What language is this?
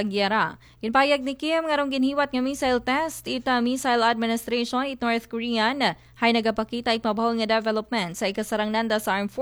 Aklanon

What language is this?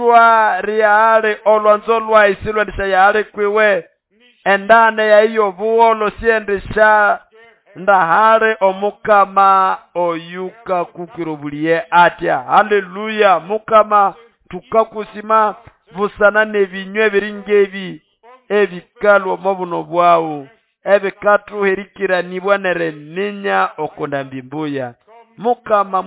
Nande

